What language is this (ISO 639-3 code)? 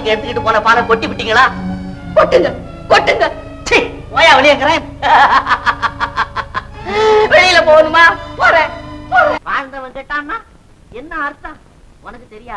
tam